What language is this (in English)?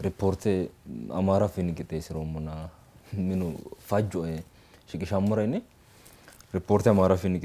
Sidamo